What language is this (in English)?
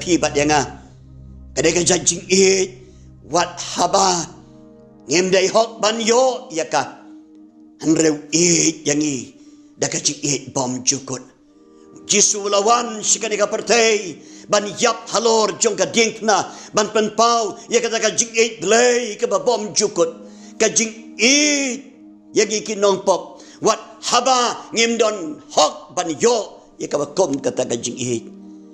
Khasi